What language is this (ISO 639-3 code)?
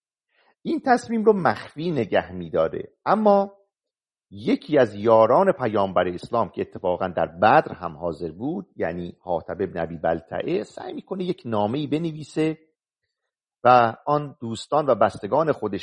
fas